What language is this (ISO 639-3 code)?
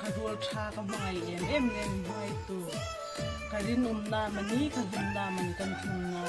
hmr